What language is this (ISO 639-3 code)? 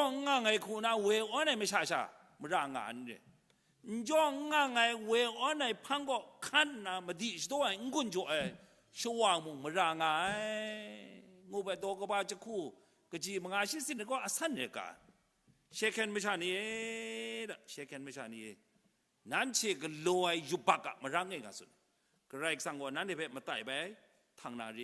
kac